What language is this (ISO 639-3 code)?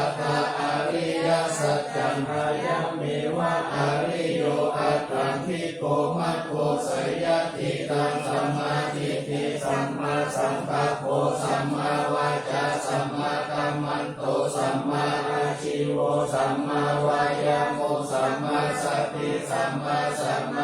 pli